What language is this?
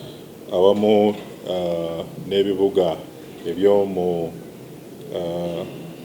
Ganda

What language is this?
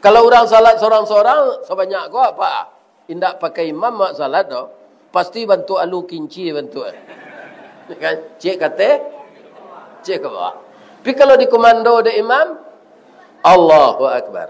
Minangkabau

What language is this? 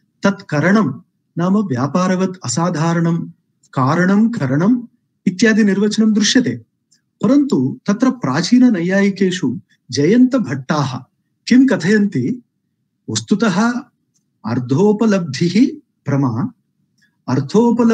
Sanskrit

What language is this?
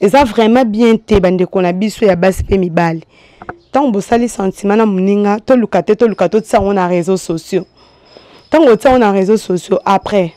Lingala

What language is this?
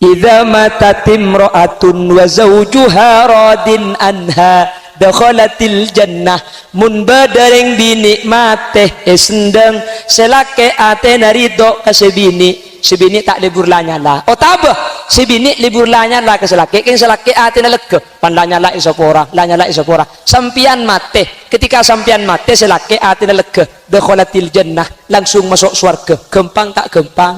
Madurese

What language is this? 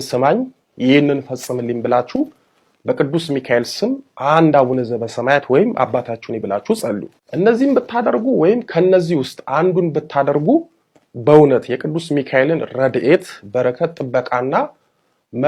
Amharic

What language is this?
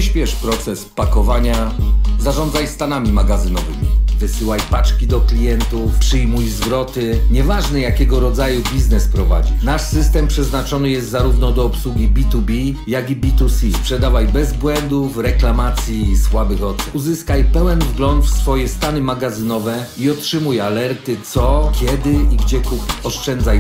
Polish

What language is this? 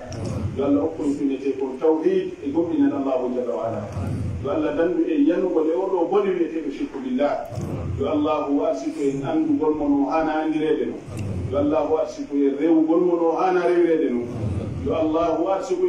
Fula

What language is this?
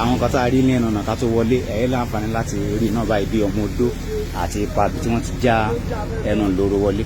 Yoruba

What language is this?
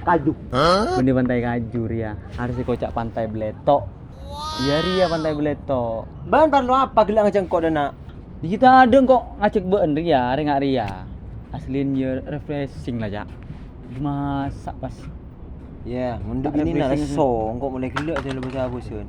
Madurese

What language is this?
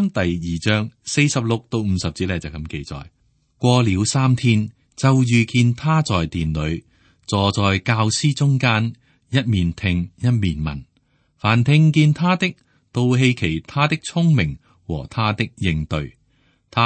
Cantonese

